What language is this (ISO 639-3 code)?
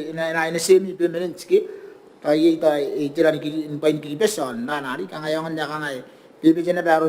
gil